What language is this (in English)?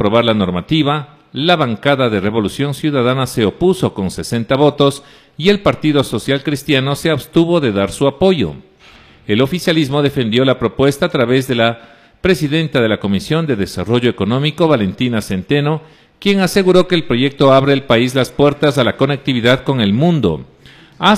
Spanish